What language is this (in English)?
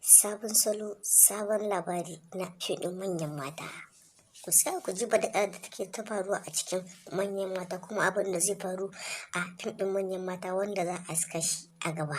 Hausa